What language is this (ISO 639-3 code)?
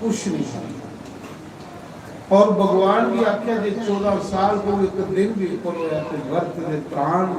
doi